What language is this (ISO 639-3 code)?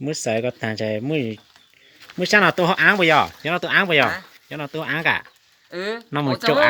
hmn